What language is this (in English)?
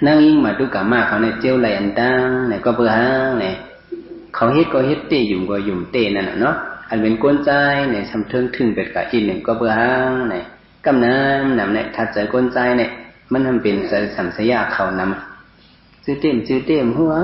Shan